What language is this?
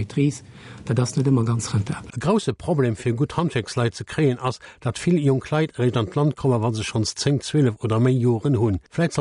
Luxembourgish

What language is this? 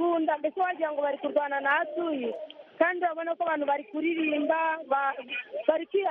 Kinyarwanda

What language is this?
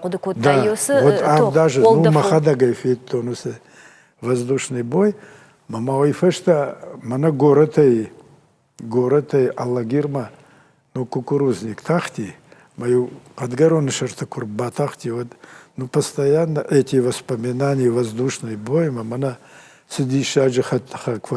Ossetic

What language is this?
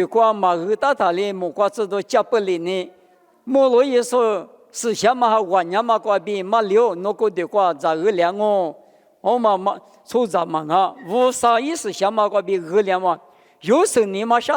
Lisu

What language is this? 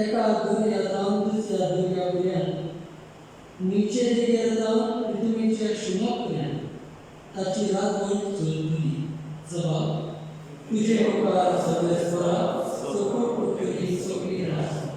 Konkani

